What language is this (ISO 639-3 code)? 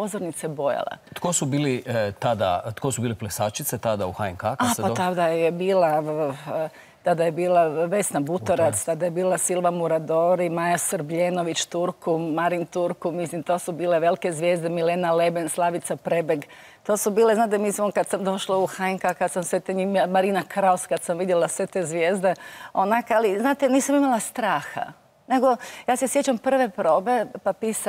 hrv